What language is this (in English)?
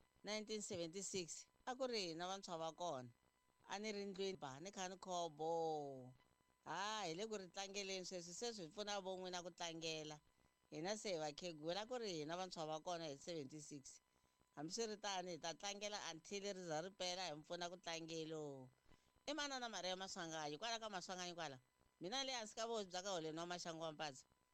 Tsonga